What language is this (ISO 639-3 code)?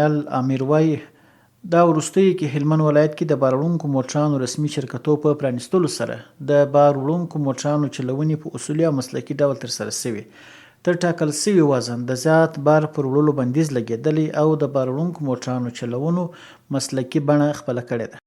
pus